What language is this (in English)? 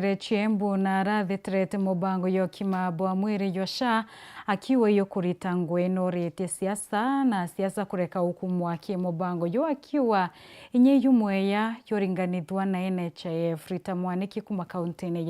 Meru